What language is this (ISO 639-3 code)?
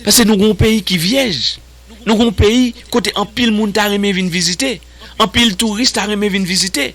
hat